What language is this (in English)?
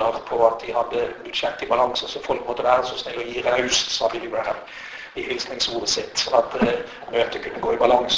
Norwegian